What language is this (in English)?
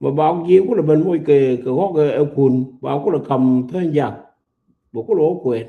Nuer